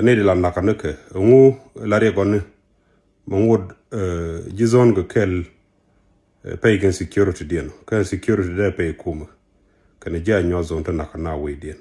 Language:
Nuer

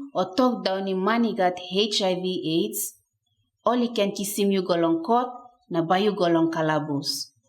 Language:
Tok Pisin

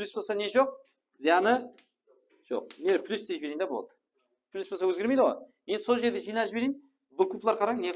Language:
Kara-Kalpak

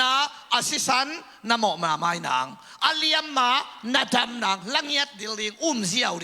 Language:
Tedim Chin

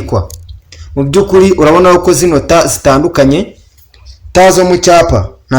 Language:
Kinyarwanda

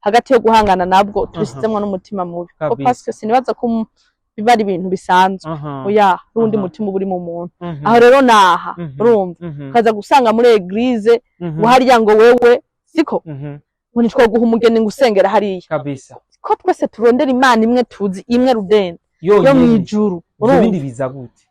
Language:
Rundi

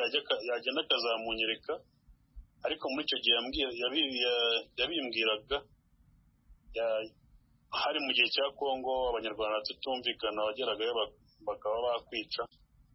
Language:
Kinyarwanda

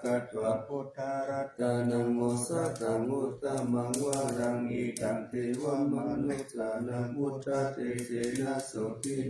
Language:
Pali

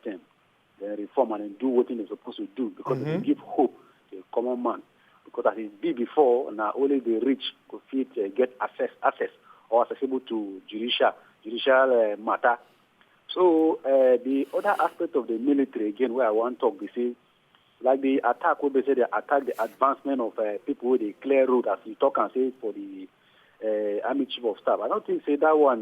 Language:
Nigerian Pidgin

